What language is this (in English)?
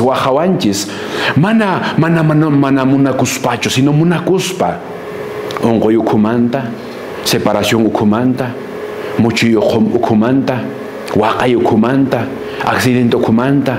Quechua